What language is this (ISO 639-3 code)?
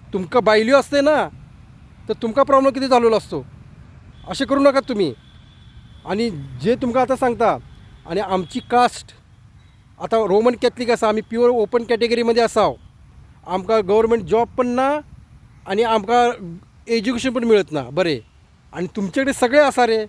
kok